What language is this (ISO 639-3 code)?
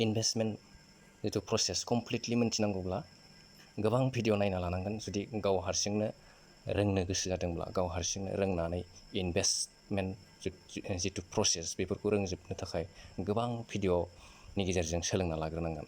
brx